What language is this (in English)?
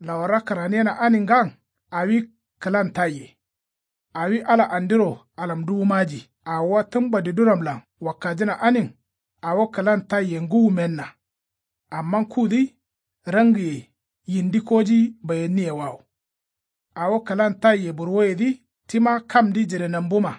Kanuri